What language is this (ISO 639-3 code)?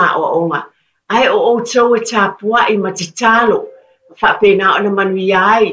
smo